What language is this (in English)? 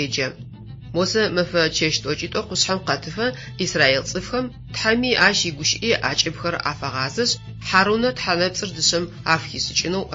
Adyghe